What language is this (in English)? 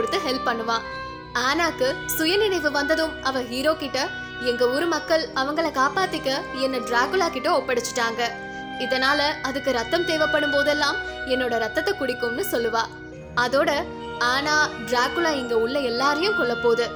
Tamil